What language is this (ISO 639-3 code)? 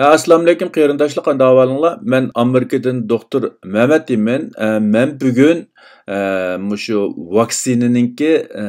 uig